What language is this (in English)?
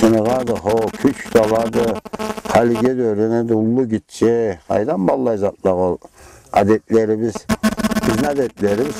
Karachay-Balkar